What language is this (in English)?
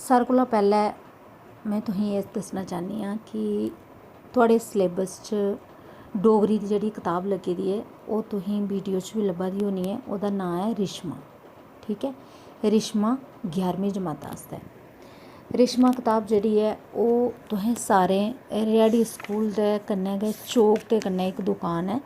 Dogri